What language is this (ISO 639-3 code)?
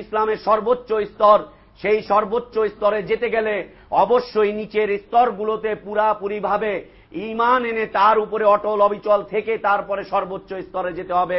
ben